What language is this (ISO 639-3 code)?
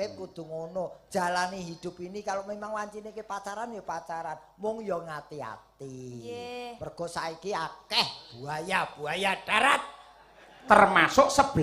jav